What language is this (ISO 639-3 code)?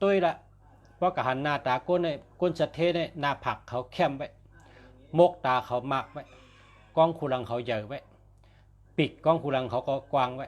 shn